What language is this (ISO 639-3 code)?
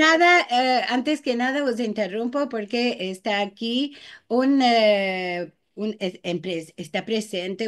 lad